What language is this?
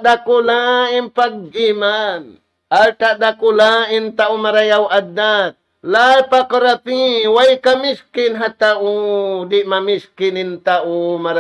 Tausug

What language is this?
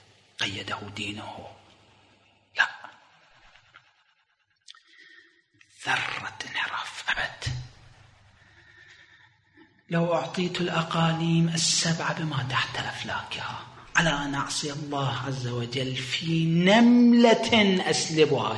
Arabic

